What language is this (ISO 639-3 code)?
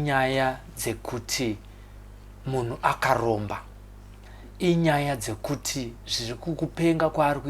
sna